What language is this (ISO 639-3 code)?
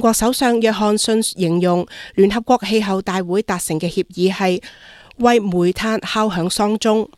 yue